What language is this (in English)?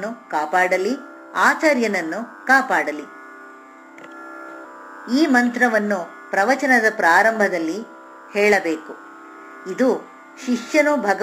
Kannada